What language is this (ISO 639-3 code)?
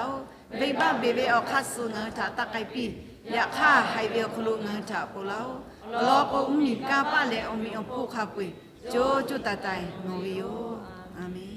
lhu